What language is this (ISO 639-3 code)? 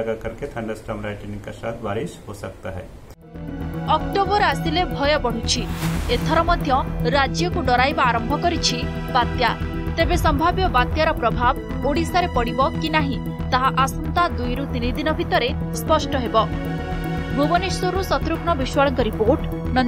ori